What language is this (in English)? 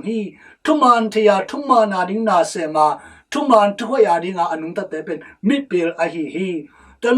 Tedim Chin